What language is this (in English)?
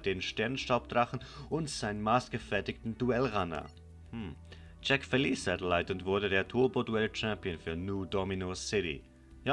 Swiss German